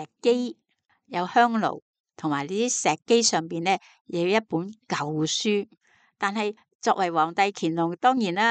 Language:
Cantonese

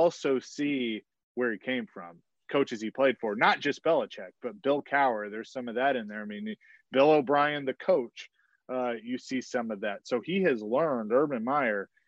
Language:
English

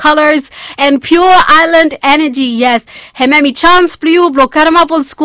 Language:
Bislama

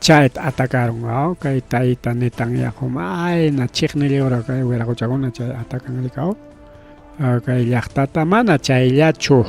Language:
Ayacucho Quechua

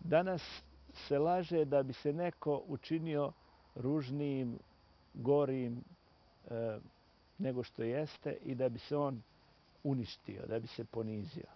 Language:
Bosnian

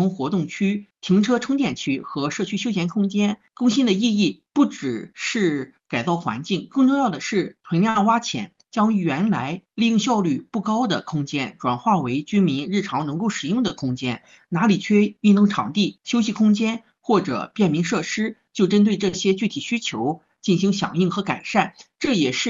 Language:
Chinese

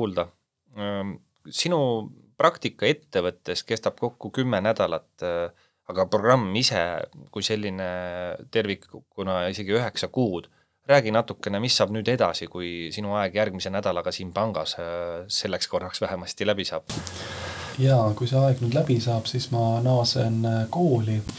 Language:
Estonian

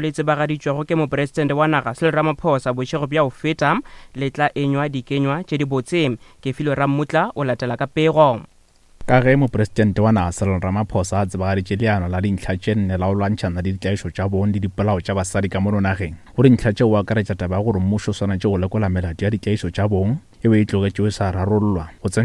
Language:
Northern Sotho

